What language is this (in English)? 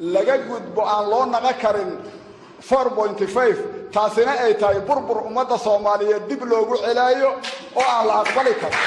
Somali